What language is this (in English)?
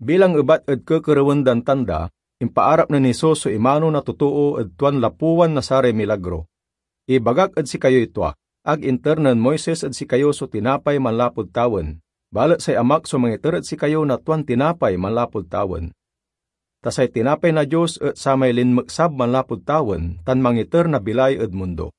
Pangasinan